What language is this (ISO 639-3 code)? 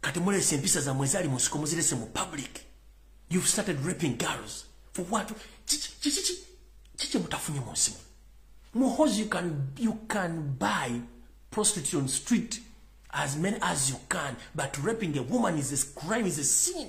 lug